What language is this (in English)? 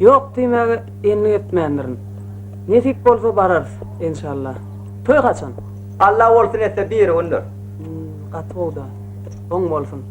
Turkmen